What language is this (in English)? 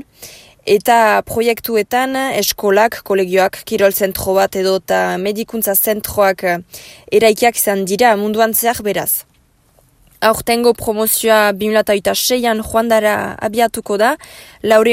Basque